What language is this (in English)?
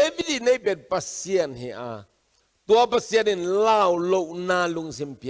Tedim Chin